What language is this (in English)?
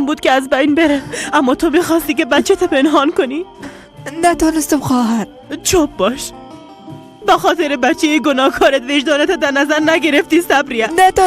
Persian